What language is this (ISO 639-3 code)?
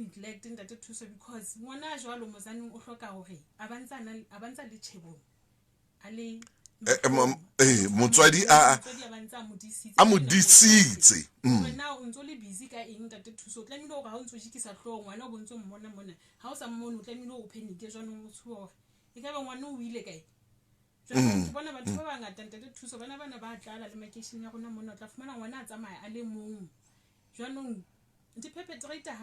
sot